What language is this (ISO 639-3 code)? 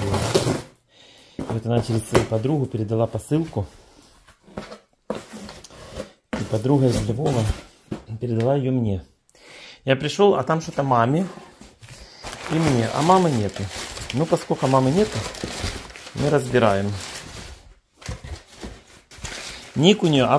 rus